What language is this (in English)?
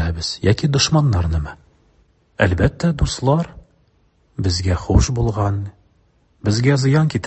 Tatar